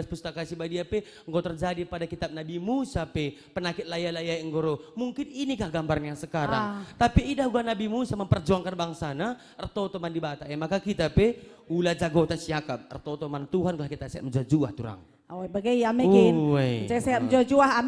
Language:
Batak Karo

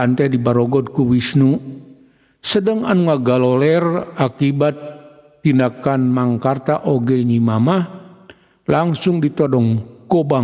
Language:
Sundanese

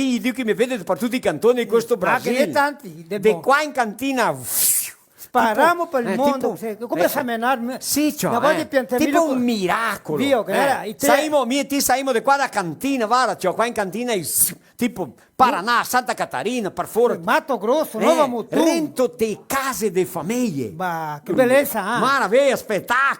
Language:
Venetian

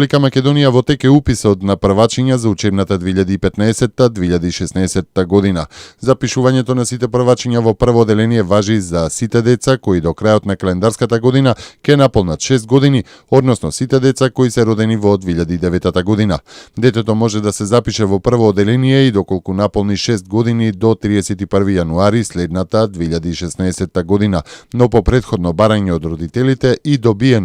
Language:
Macedonian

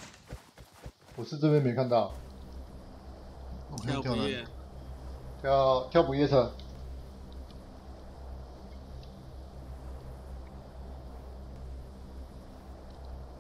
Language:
Chinese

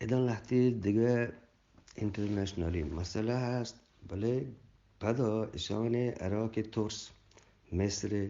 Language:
Eastern Balochi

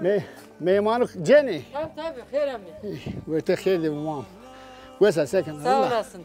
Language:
Zaza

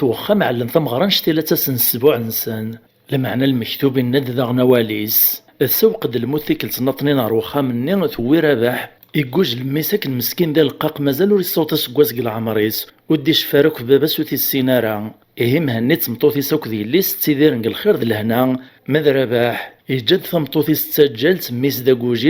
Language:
Kabyle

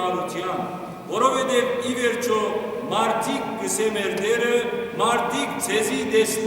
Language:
Western Armenian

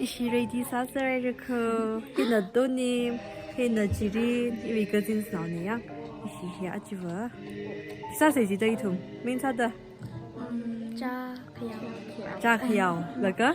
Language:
Tangkhul Naga (India)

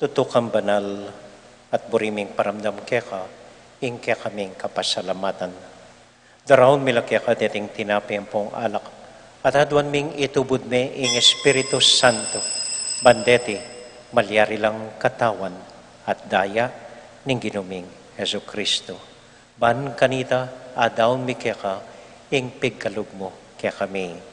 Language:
Pampanga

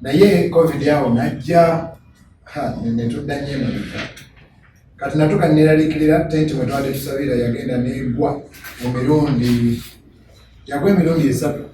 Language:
Ganda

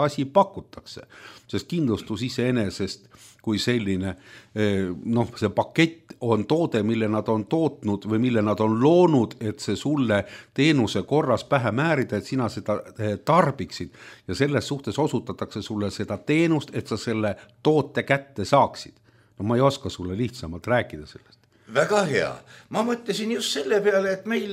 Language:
Estonian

